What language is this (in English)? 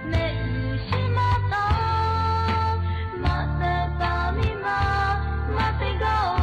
Lahu